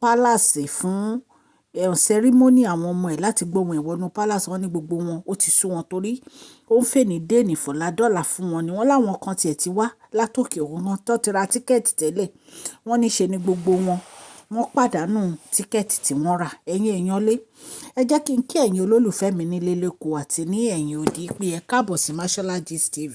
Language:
Yoruba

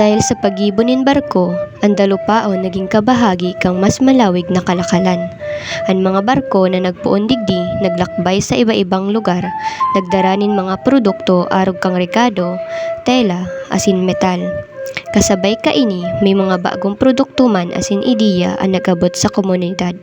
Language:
Bikol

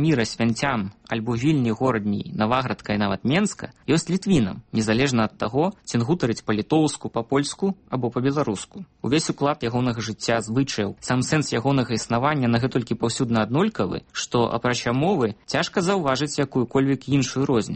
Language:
Belarusian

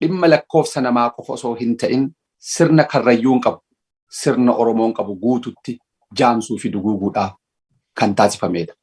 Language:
Oromo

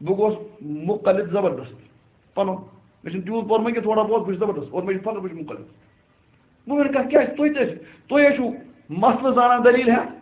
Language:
Kashmiri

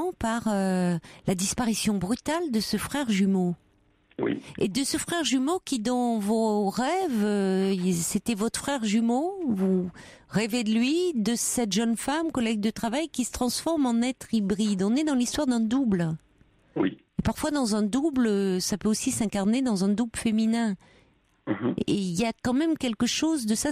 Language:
French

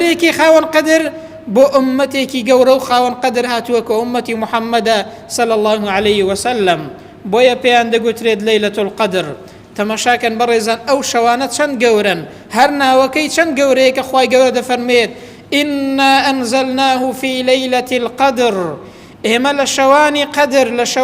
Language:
Central Kurdish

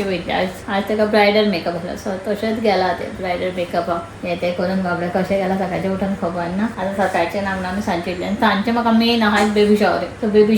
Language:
Konkani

